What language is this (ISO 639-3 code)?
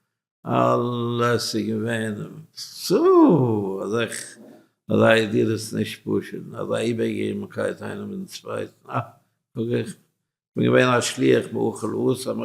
yid